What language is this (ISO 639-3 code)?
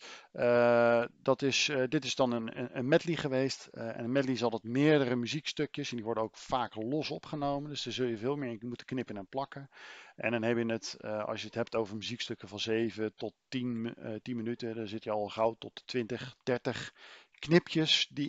nld